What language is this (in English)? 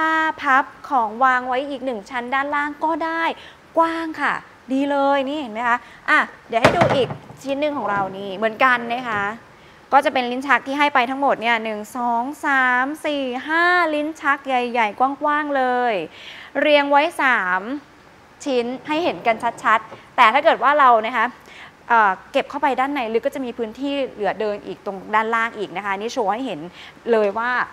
Thai